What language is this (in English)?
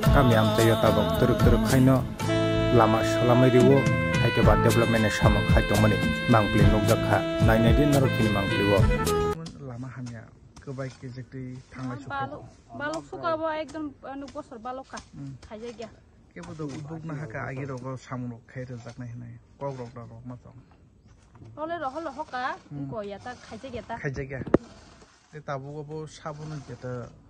Kok Borok